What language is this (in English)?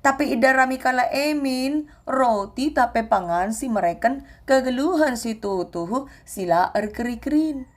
Batak Karo